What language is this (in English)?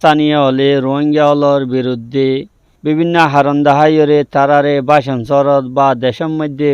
Rohingya